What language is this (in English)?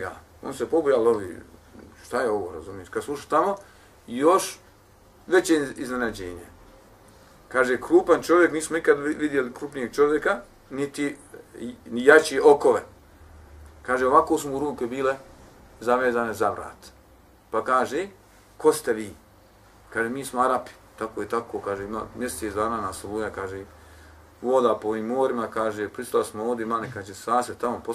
Bosnian